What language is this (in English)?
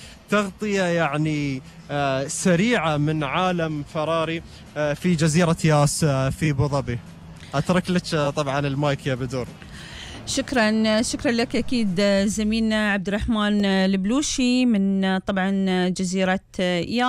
Gulf Arabic